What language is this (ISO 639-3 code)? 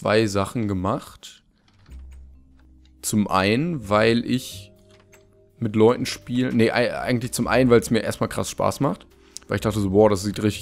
deu